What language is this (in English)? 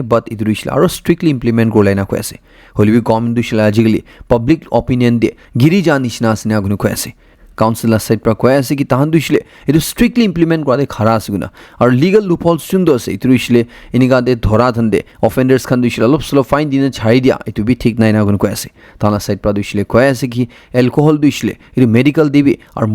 Naga Pidgin